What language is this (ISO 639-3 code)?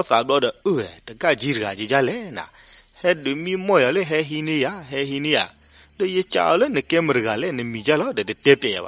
ksw